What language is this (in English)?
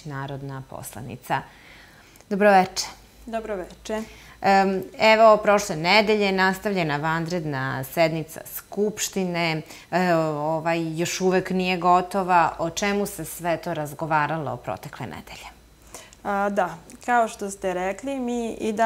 Serbian